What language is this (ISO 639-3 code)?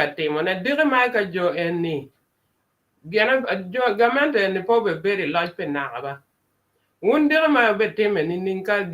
ach